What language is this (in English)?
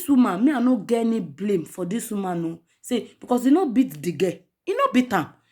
Nigerian Pidgin